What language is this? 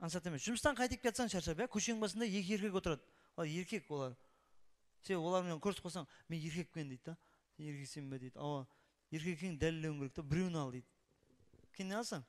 Kara-Kalpak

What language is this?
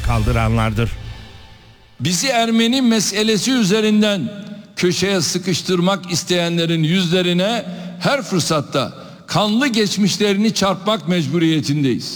Turkish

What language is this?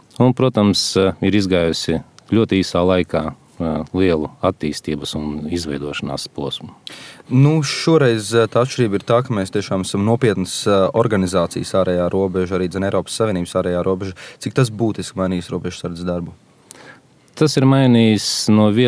Latvian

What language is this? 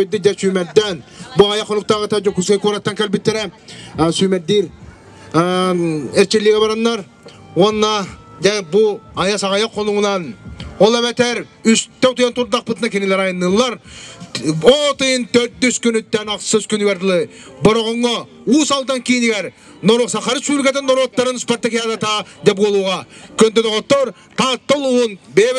Yakut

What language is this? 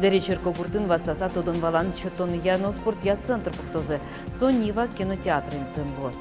Udmurt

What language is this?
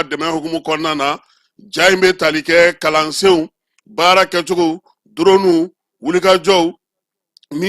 Bambara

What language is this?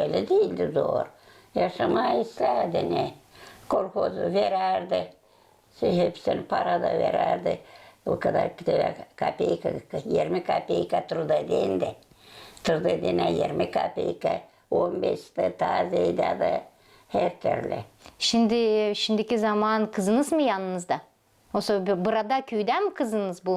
Gagauz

